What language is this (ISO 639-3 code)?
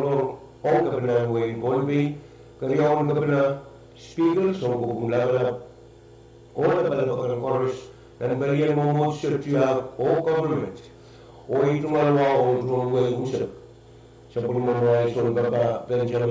pon